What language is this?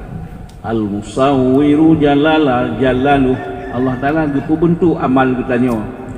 Achinese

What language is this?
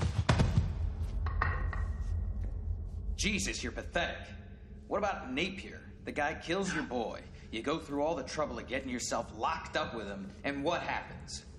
English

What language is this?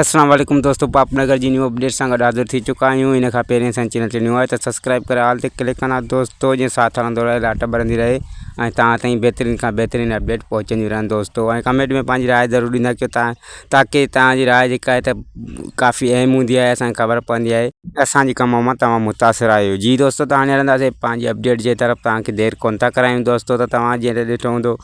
Sindhi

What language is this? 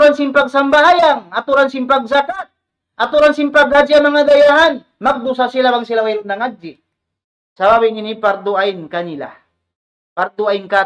Tausug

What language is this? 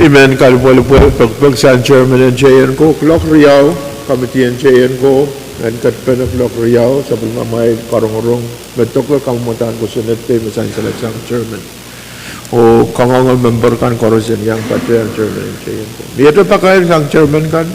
Pohnpeian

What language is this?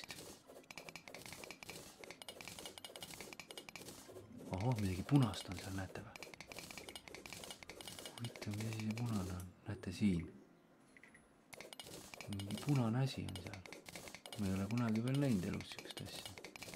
Estonian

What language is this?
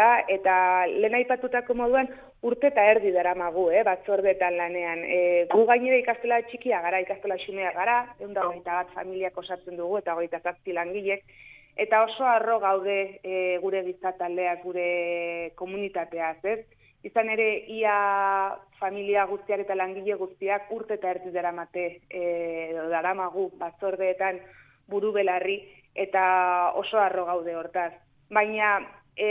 Basque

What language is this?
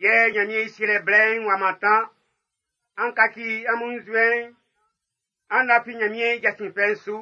Baoulé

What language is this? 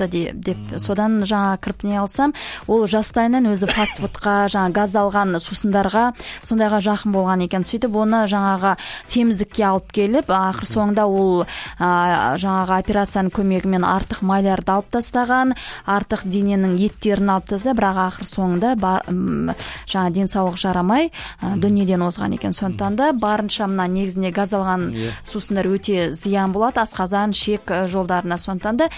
Kazakh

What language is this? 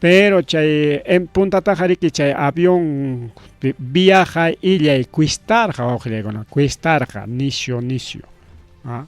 Ayacucho Quechua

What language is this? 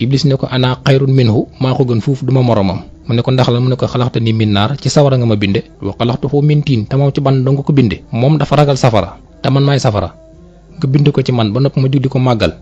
Wolof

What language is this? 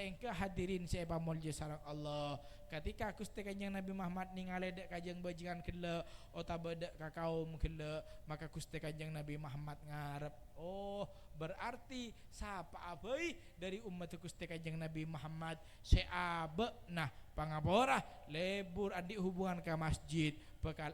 Madurese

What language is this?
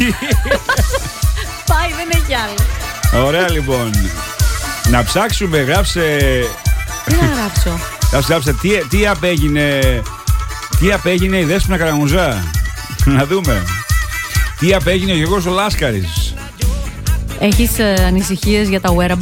Greek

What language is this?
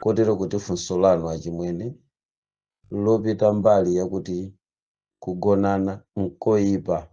Nyanja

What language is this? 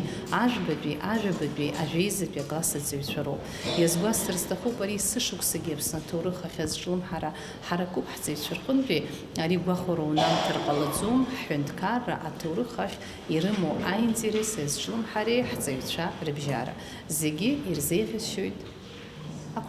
Abkhazian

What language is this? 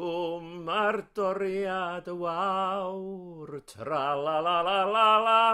Welsh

